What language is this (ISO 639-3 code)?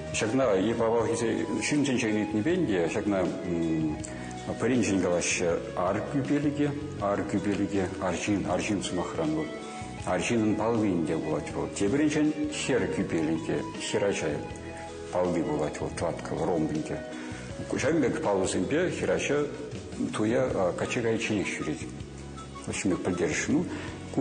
chv